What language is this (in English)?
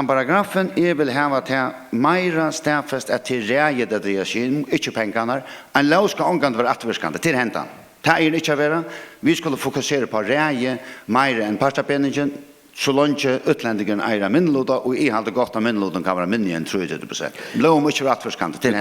Faroese